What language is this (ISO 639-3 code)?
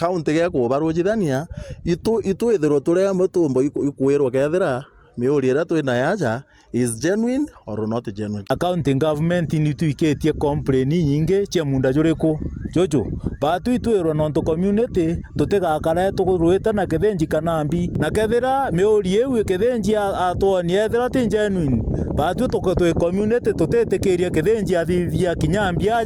mer